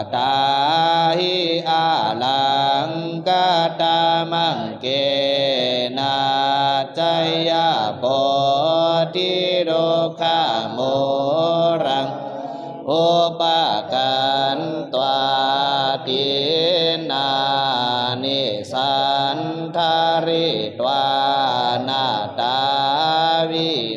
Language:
Pali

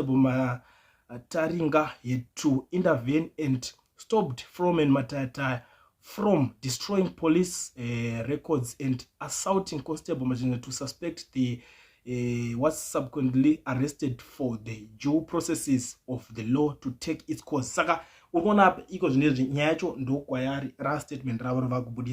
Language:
Shona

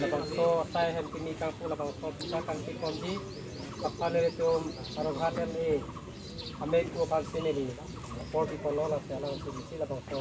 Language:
Karbi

